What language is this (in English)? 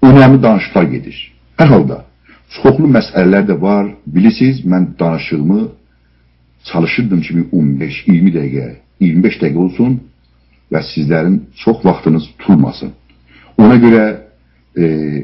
South Azerbaijani